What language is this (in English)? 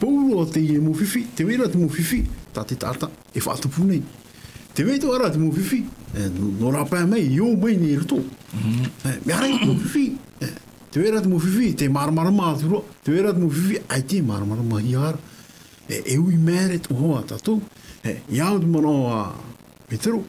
Tahitian